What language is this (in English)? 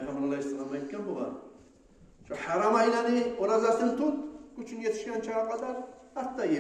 Kumyk